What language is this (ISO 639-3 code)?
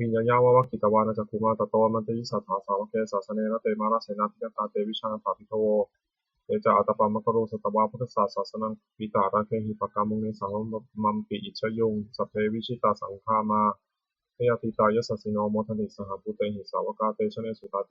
pli